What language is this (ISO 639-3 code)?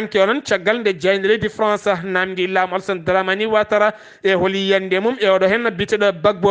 ful